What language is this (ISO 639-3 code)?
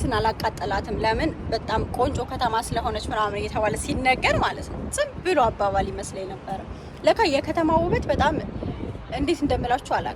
amh